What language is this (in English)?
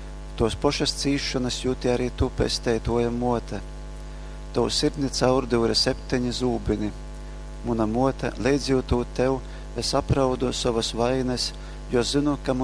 Latgalian